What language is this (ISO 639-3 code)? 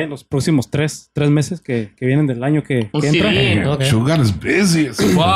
spa